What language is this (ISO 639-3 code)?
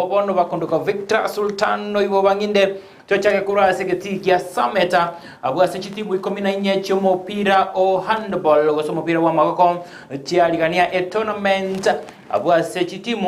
guz